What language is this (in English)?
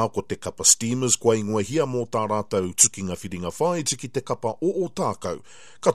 Māori